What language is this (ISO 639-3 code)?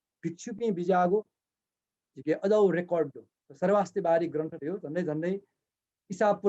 new